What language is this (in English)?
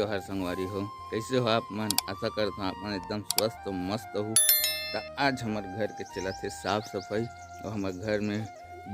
Chhattisgarhi